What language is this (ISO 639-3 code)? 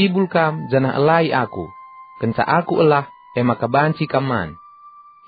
btx